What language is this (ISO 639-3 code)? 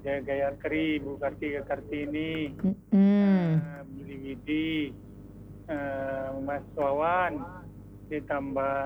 ban